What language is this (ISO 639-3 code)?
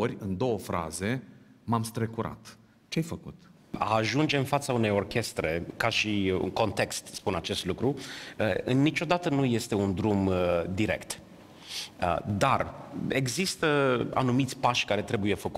ron